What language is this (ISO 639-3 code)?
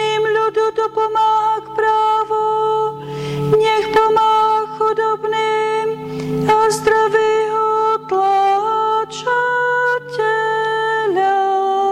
slk